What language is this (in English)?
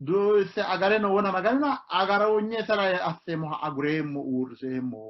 Sidamo